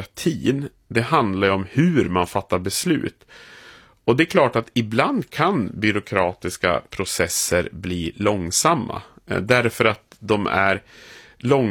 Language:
Swedish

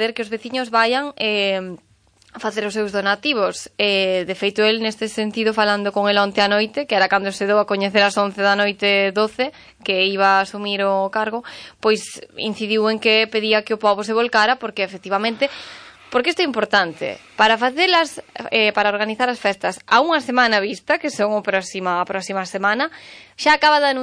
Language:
Galician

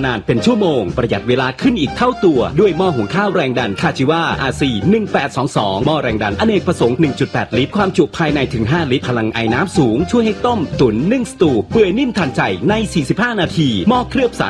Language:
Thai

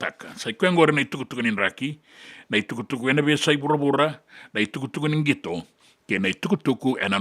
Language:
Fijian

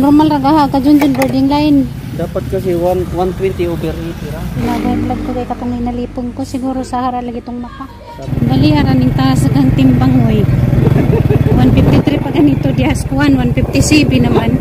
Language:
Cebuano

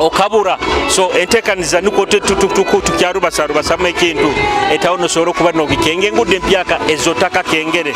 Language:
Nyoro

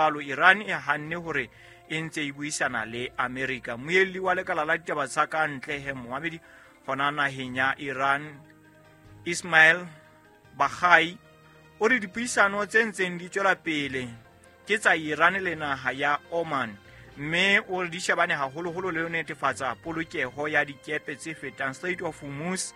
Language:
Southern Sotho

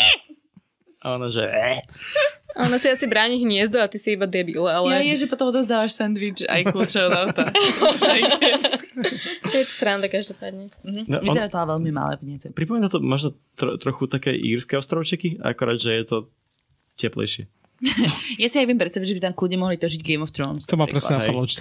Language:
Slovak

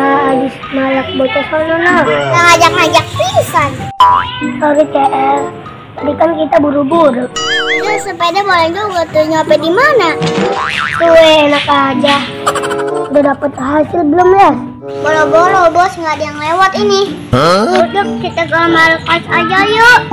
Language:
Betawi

